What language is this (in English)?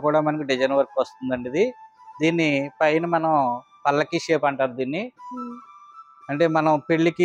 Telugu